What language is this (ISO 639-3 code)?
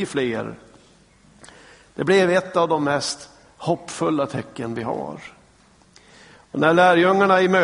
swe